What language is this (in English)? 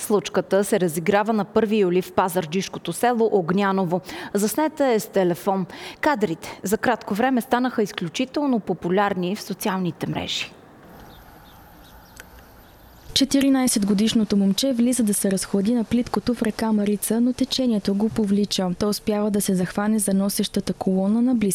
Bulgarian